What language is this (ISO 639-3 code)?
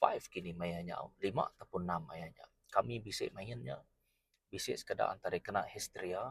iba